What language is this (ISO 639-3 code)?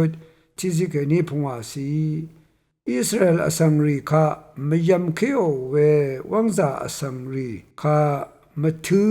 raw